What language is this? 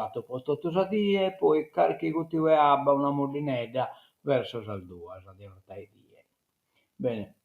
Sardinian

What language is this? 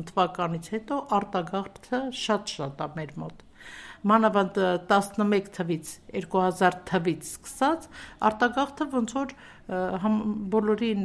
Armenian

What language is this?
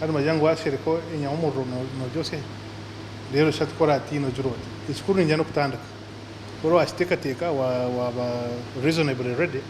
Nyankole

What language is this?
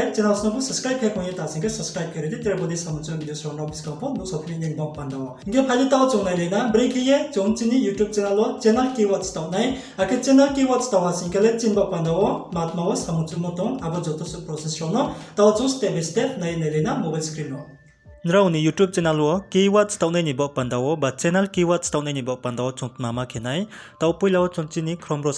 Riang (India)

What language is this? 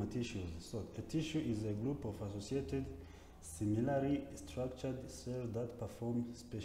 Kinyarwanda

